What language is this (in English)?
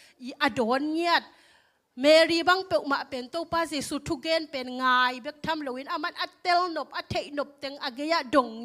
Tedim Chin